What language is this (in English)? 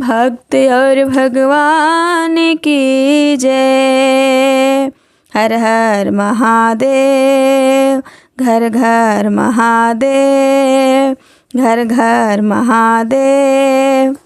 Bhojpuri